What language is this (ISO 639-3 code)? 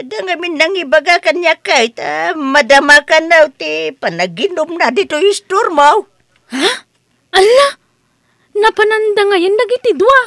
ilo